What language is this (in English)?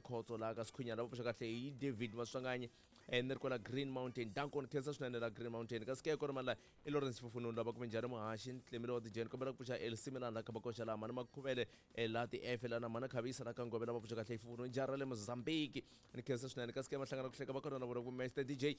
Tsonga